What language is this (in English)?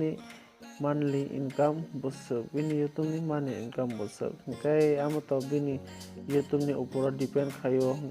Kok Borok